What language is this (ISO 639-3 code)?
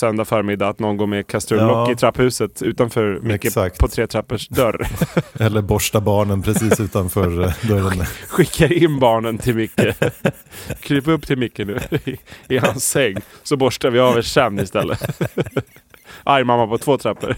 swe